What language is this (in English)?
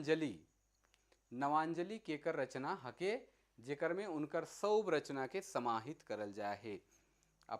Sadri